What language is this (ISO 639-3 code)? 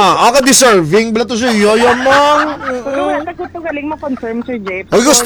hil